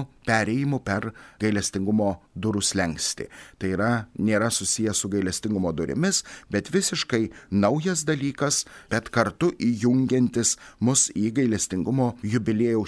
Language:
Lithuanian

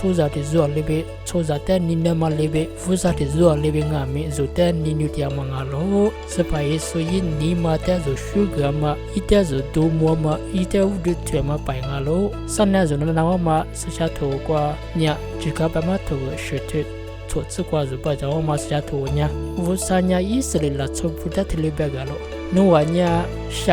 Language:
Lisu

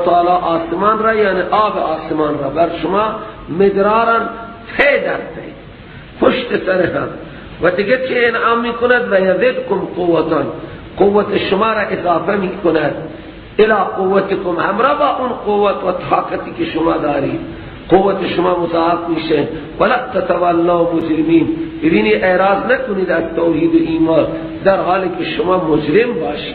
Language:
Persian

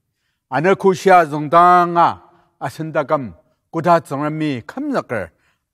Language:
Ao Naga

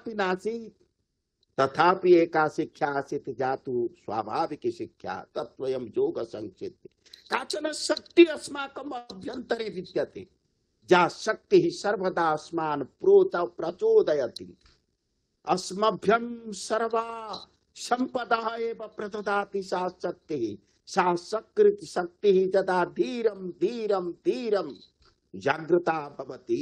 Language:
Sanskrit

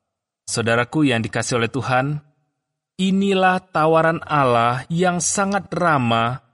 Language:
Indonesian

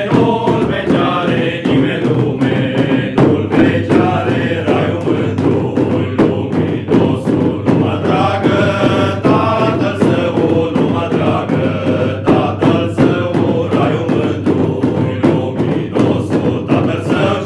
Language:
Romanian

